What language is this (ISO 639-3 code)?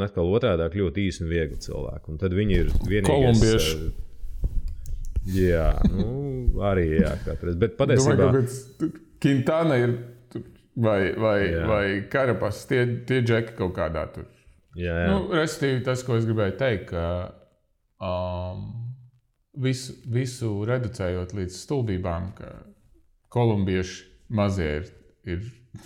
lav